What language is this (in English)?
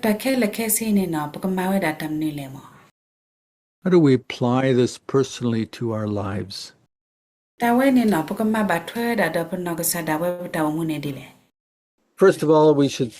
S'gaw Karen